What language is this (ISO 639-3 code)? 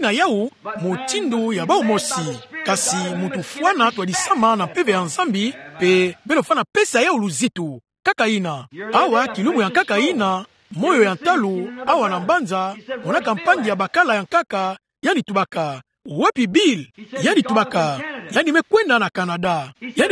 ktu